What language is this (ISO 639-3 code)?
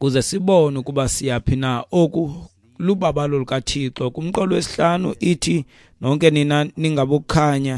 xho